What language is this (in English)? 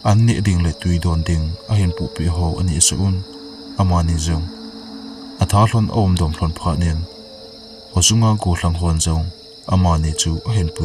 Thado Chin